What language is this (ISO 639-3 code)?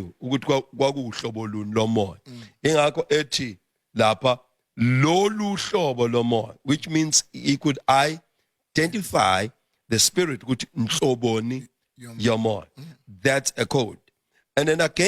zul